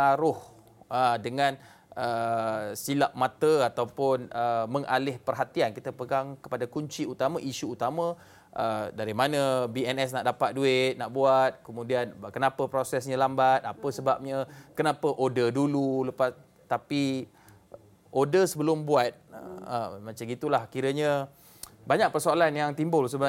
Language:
Malay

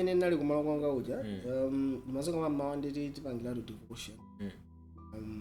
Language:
Nyanja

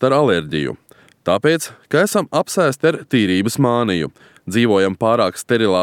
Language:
Latvian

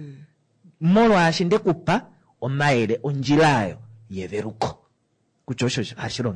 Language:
Kuanyama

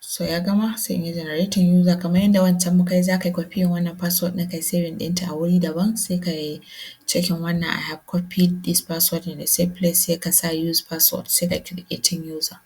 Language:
Hausa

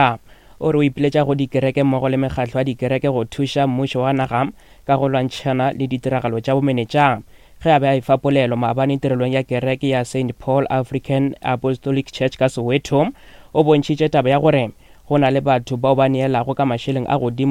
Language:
Northern Sotho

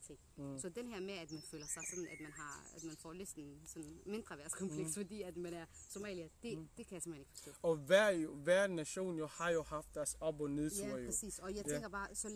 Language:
Danish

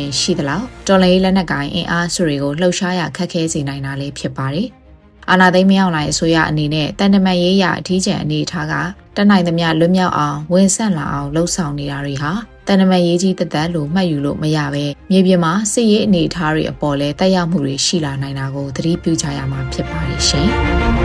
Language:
Burmese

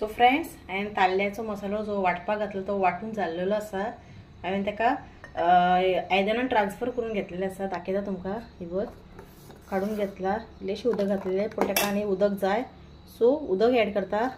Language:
Konkani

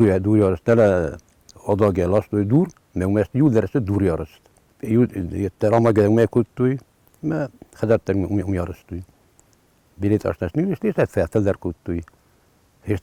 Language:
Ossetic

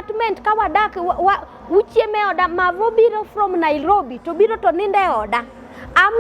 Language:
Luo (Kenya and Tanzania)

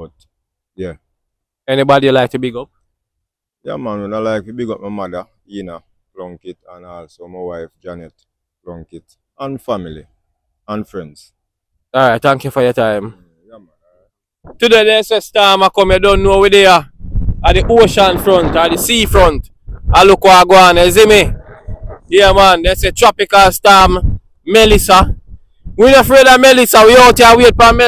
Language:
Jamaican Creole English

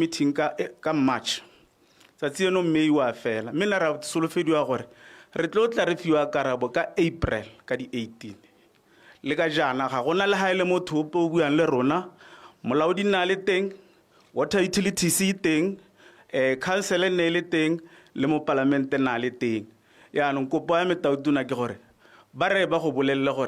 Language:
Tswana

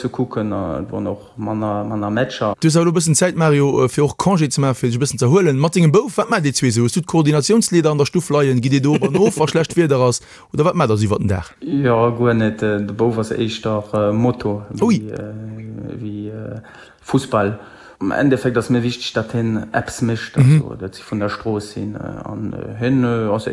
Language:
Luxembourgish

